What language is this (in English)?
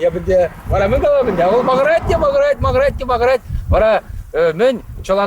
Chuvash